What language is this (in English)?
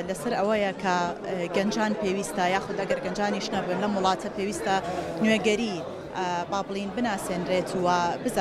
Central Kurdish